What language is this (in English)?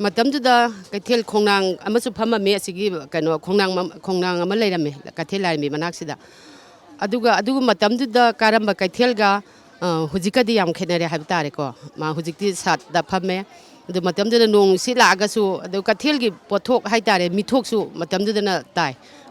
Manipuri